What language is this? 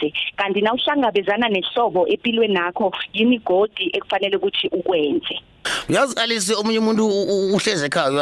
South Ndebele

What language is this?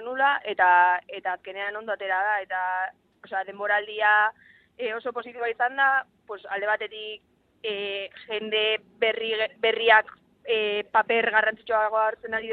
Basque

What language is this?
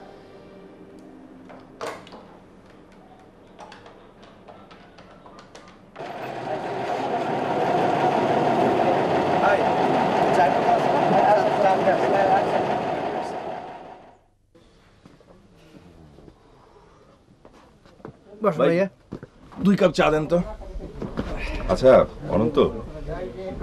Bangla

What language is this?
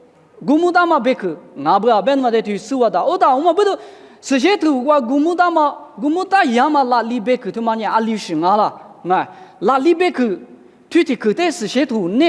Lisu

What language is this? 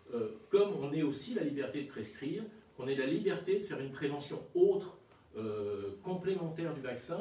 French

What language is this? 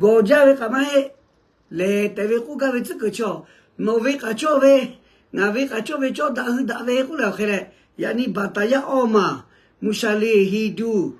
Lahu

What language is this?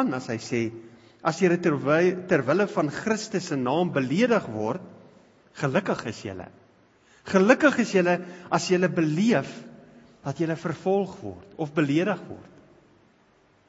Afrikaans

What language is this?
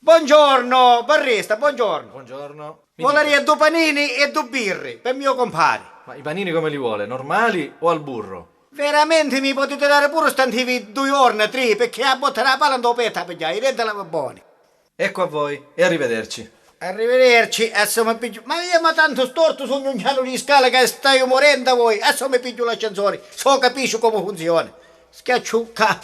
Sicilian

